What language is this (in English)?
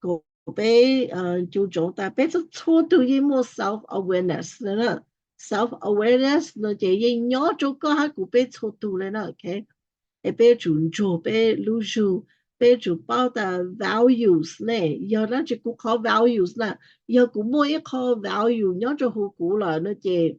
Hmong